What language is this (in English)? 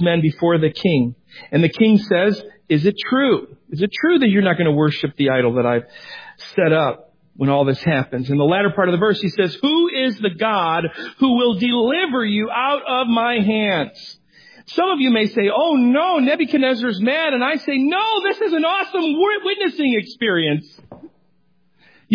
English